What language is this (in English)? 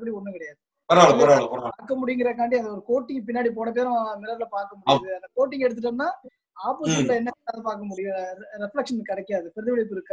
Tamil